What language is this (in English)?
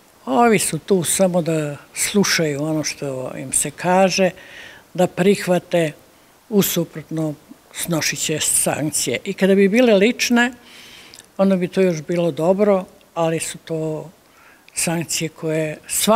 Serbian